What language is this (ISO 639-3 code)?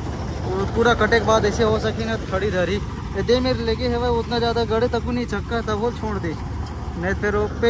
hne